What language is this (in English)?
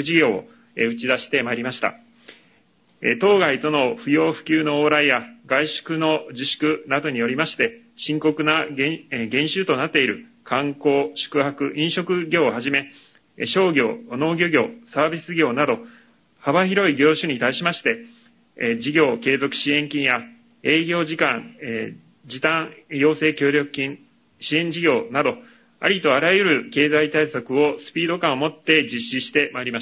Japanese